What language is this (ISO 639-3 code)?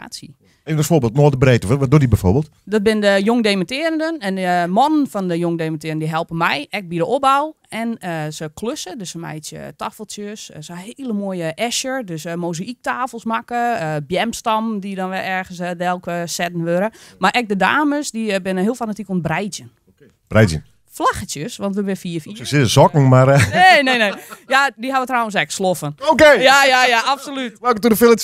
fry